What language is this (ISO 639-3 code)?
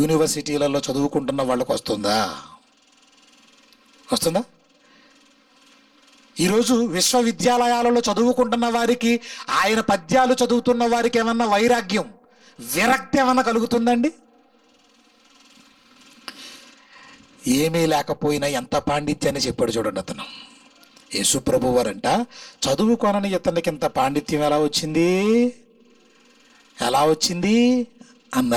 tel